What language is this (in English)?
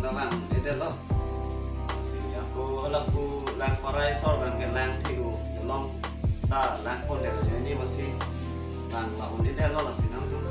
Karbi